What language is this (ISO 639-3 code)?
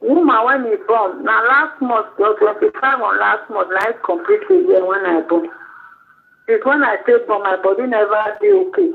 pcm